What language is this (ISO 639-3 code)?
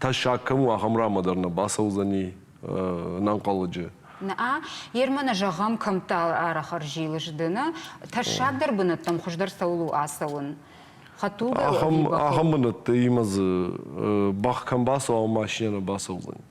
oss